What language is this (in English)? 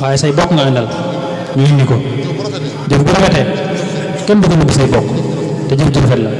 Wolof